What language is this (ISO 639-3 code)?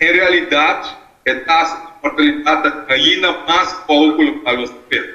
pap